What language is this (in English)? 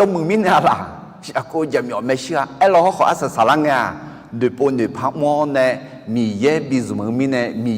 Akha